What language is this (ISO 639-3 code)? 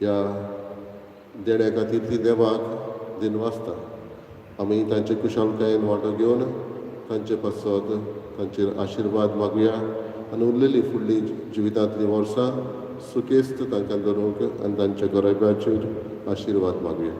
kok